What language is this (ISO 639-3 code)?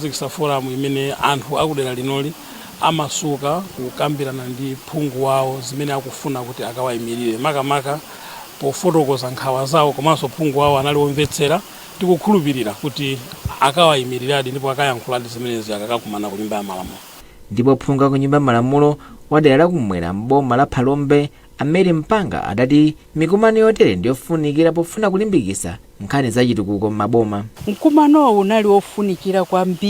nya